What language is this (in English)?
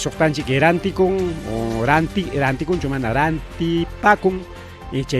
Ayacucho Quechua